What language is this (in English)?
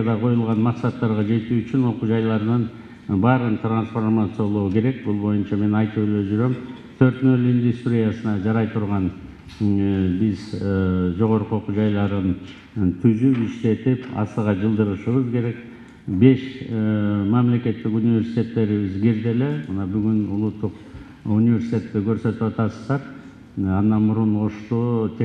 Kyrgyz